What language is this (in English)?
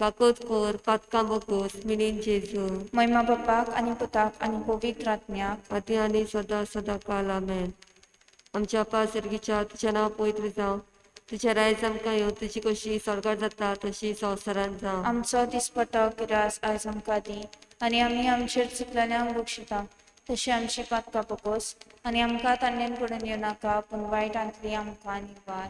Konkani